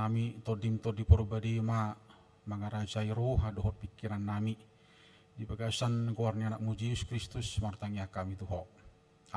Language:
Batak Toba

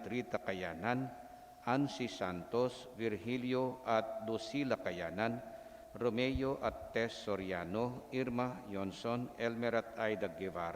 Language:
Pampanga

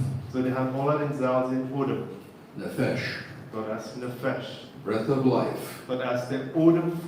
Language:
Plautdietsch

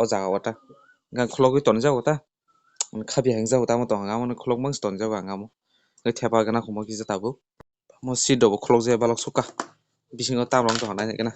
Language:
Kok Borok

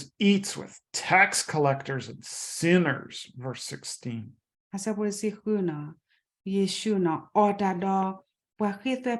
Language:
S'gaw Karen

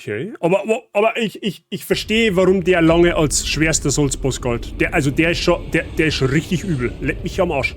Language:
Bavarian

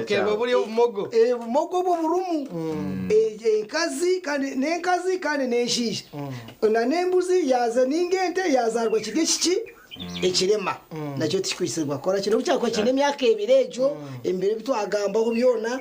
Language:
Nyankole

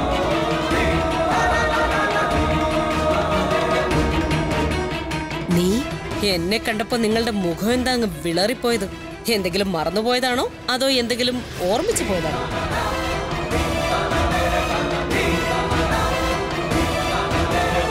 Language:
Malayalam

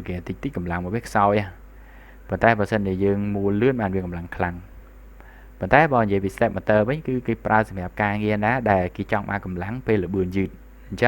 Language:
Khmer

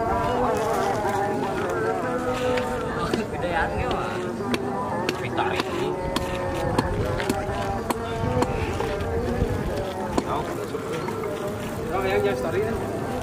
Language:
Indonesian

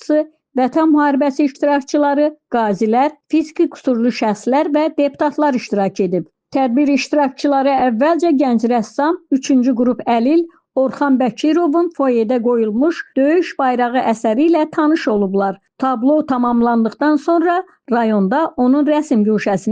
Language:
Azerbaijani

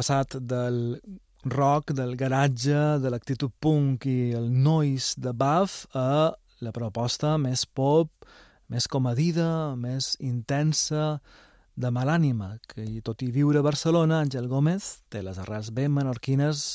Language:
Catalan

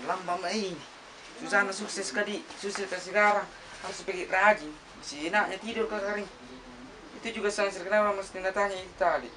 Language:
Makassar Malay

